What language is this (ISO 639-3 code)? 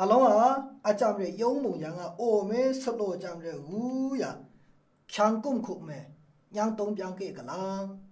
mhx